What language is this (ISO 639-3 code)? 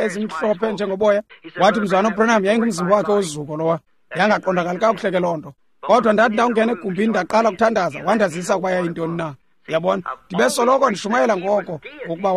xho